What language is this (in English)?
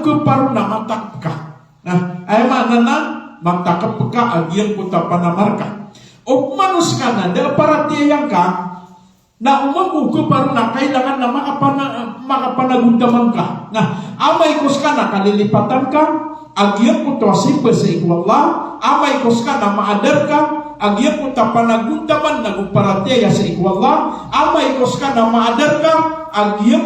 Maranao